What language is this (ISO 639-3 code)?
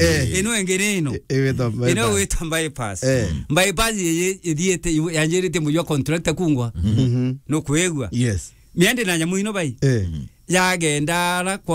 mer